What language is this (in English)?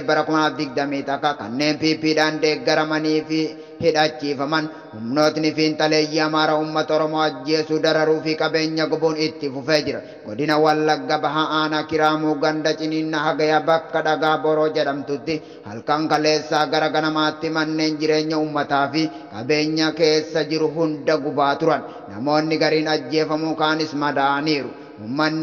Oromo